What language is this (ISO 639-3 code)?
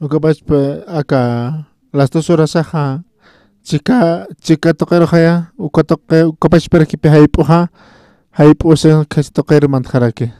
aym